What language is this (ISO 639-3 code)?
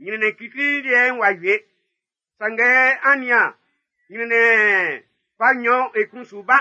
bci